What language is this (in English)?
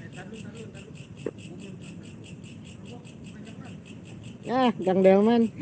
Betawi